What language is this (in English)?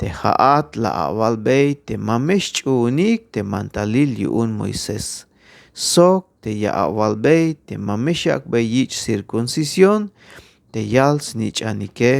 Tzeltal